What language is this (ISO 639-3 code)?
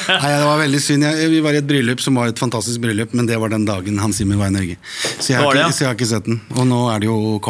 nor